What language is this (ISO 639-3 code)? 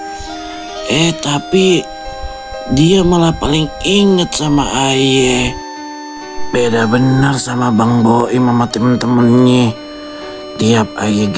bew